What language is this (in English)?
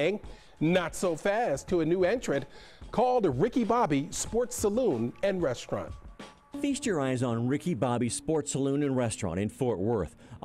English